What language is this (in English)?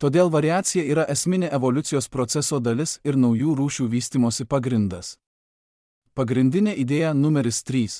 Lithuanian